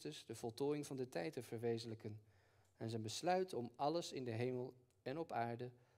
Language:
Dutch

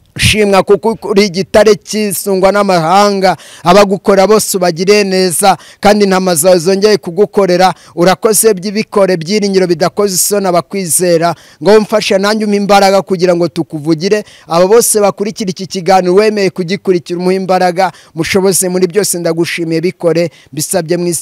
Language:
Kinyarwanda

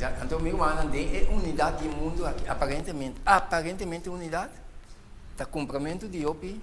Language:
Papiamento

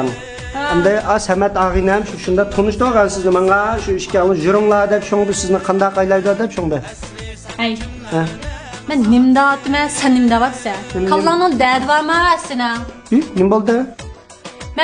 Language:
Uyghur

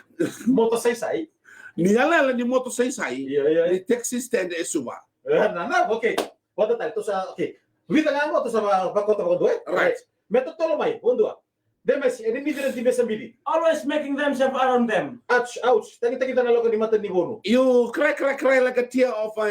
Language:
Fijian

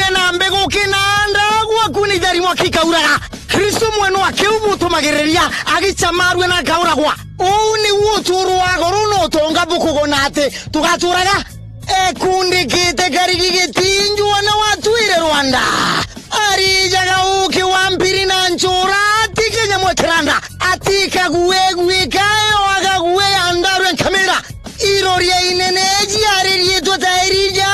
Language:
Meru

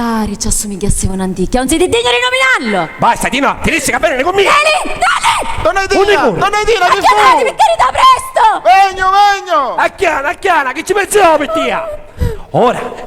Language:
Sicilian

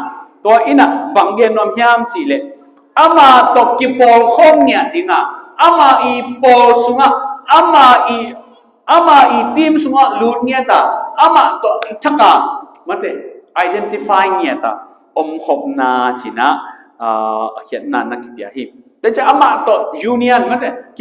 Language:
Tedim Chin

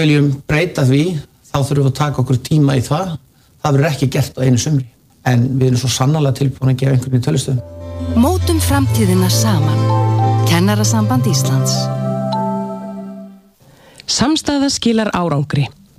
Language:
Icelandic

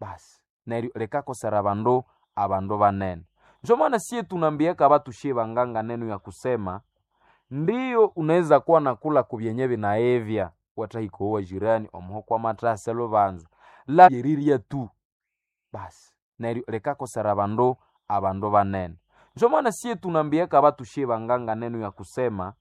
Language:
Nande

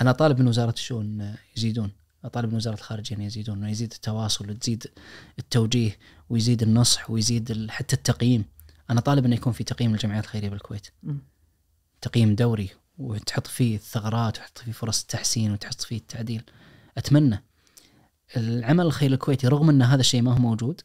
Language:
Najdi Arabic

